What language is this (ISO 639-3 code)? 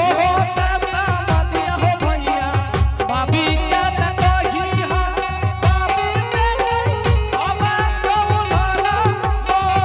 anp